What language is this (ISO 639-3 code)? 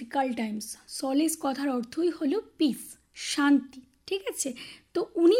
ben